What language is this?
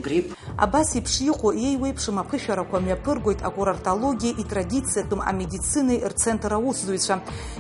Abkhazian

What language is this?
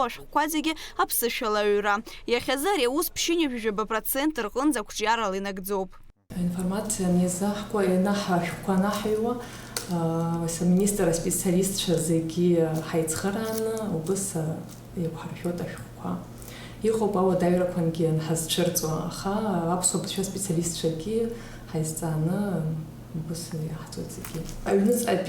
Abkhazian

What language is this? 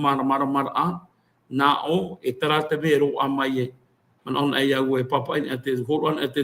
Tahitian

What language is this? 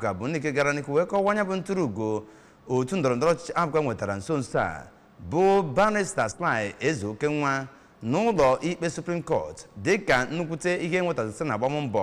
Igbo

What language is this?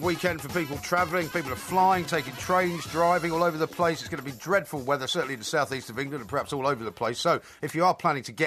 English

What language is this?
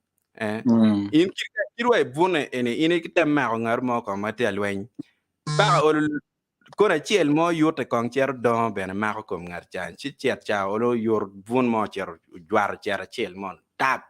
Acoli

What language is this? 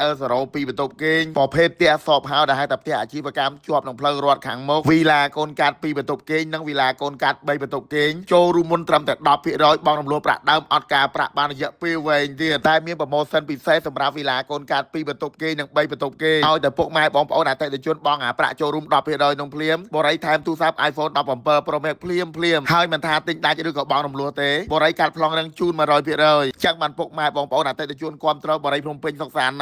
Khmer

